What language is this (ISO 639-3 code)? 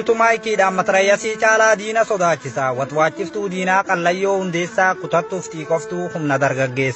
orm